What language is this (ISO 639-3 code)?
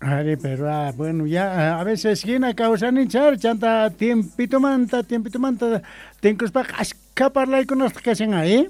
que